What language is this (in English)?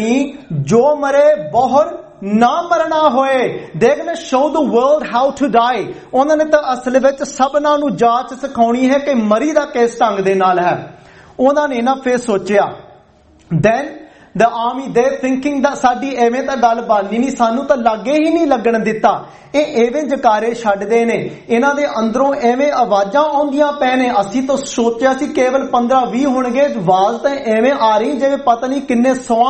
Punjabi